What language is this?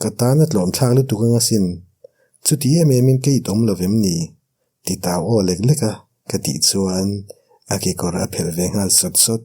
Mizo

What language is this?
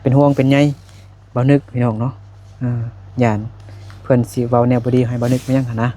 Lao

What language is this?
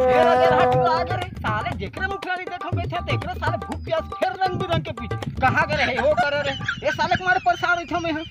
Chhattisgarhi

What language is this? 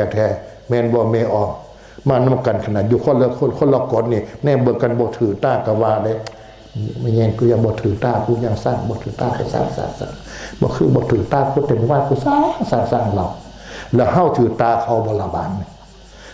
Northeastern Thai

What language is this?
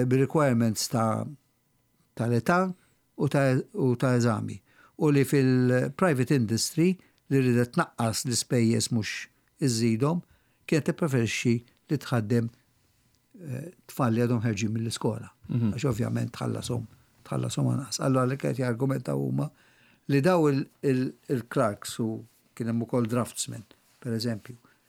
Maltese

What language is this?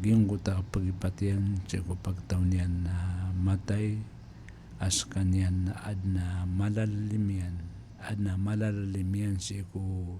Maranao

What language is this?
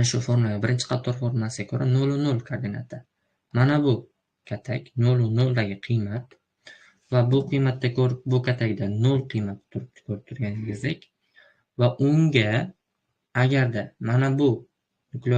Uzbek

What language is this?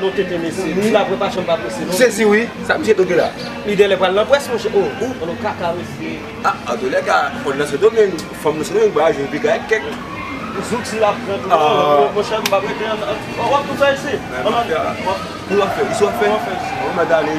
Haitian Creole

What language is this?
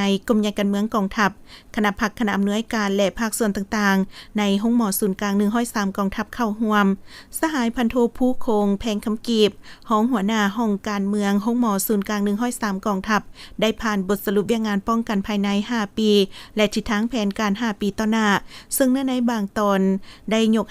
Lao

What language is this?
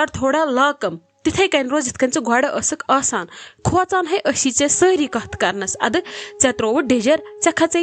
Kashmiri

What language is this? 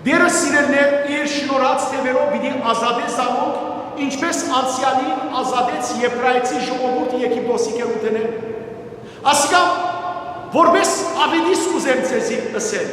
Western Armenian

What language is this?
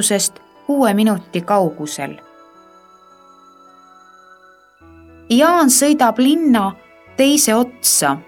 Estonian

